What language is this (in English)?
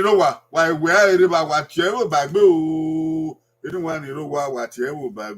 Bini